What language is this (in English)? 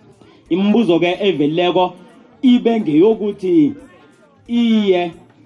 South Ndebele